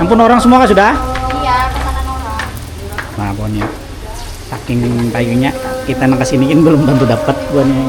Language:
Banjar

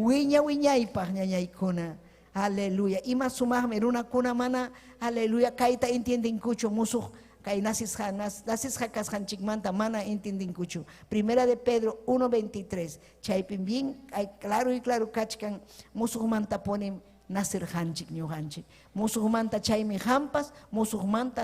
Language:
Ayacucho Quechua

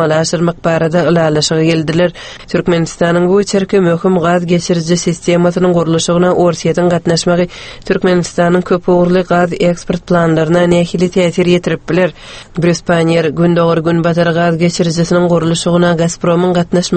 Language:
Turkmen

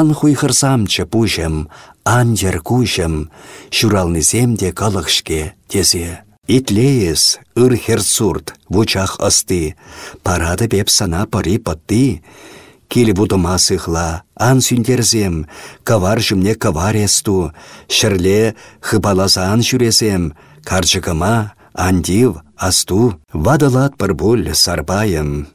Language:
Chuvash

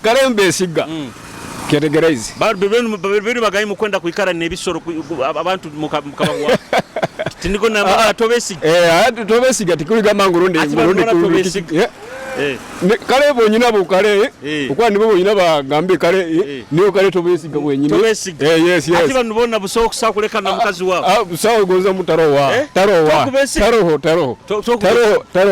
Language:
Nyoro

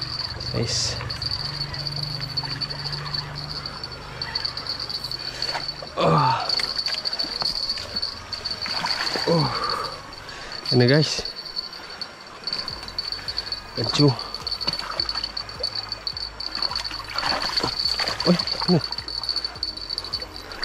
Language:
Malay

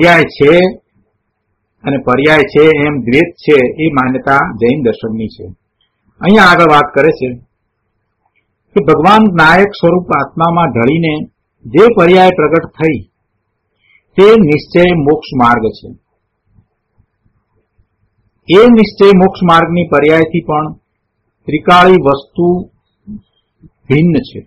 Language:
Gujarati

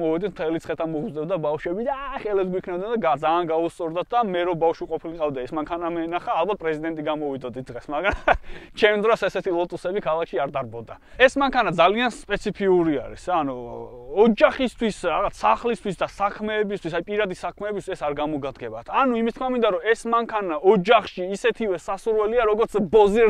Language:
Georgian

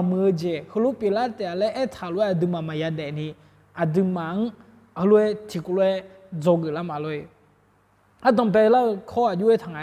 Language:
Akha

